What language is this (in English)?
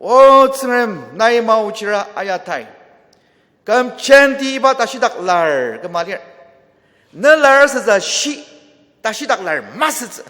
Ao Naga